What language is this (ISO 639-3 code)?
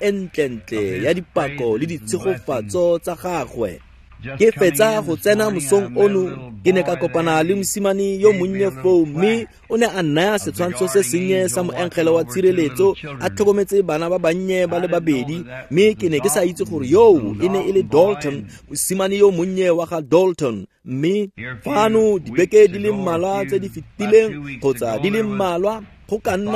tsn